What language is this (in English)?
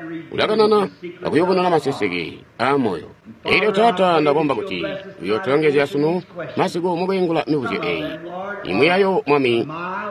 Tonga (Zambia)